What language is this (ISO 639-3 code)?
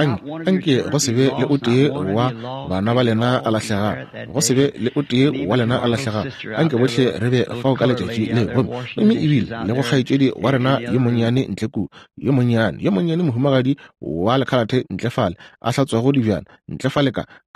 nso